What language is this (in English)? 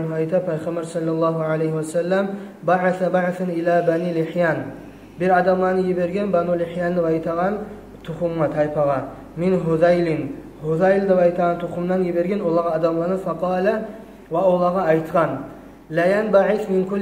Kumyk